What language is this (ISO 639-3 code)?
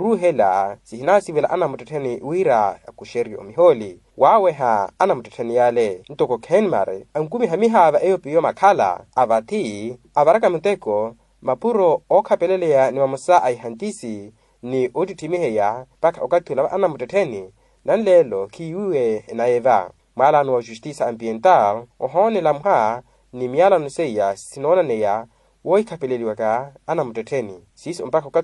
vmw